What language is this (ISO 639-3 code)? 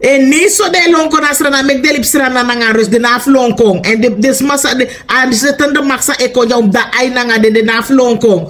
srn